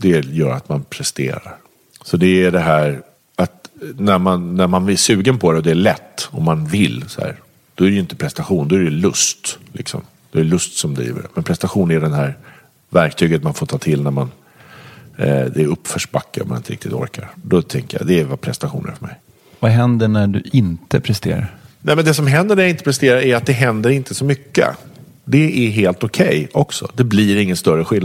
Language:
Swedish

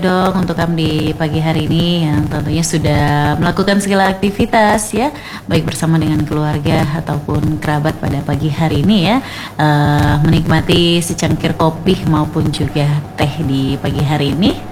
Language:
Indonesian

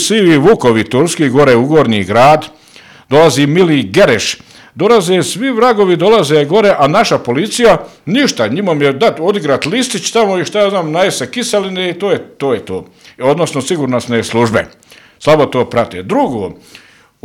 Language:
Bosnian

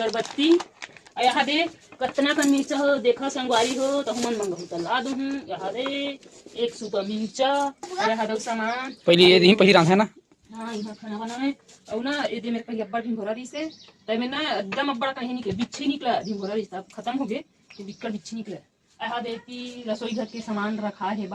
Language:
Chhattisgarhi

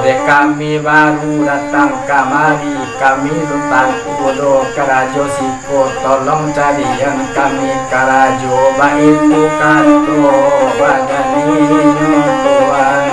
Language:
Minangkabau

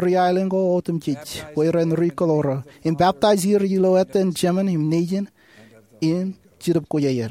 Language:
Marshallese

